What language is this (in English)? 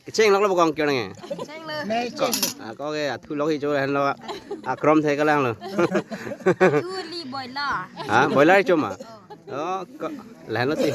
Karbi